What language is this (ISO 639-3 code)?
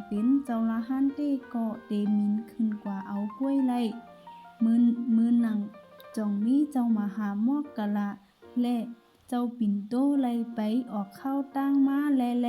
shn